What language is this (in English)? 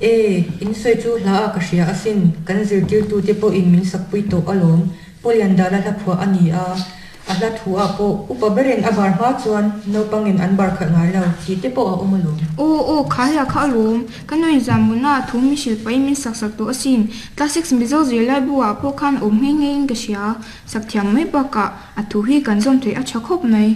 Mizo